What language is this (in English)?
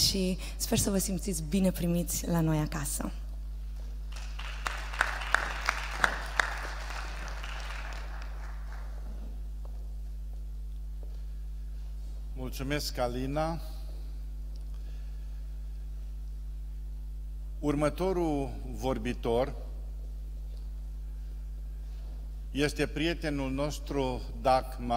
Romanian